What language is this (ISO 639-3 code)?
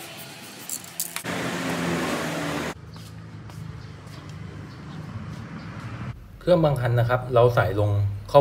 tha